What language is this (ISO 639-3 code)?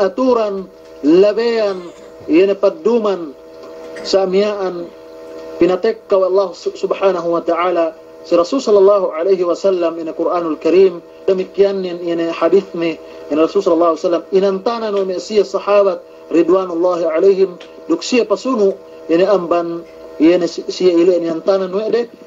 yka